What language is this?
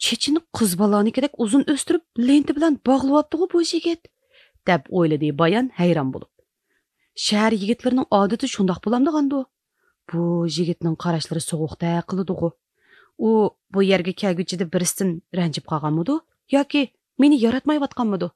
Uyghur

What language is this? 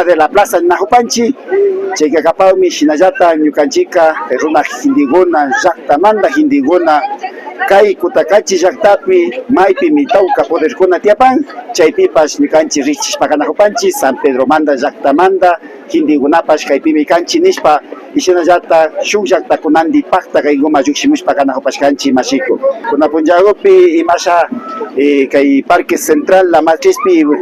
Imbabura Highland Quichua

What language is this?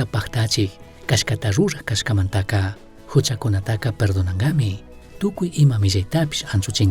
Chimborazo Highland Quichua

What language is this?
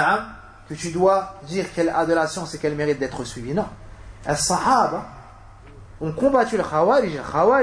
French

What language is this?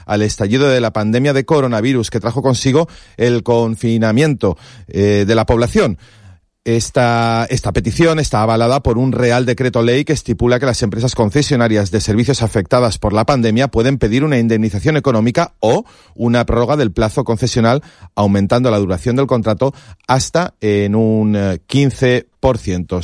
Spanish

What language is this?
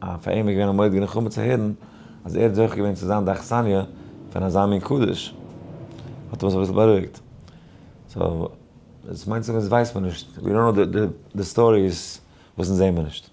Yiddish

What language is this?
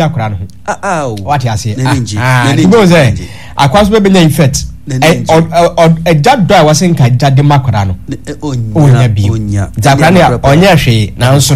Akan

